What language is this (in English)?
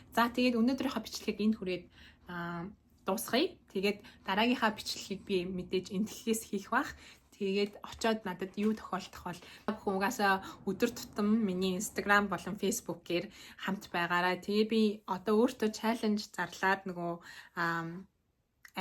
Mongolian